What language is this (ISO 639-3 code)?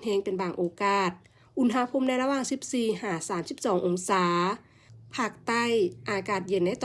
lao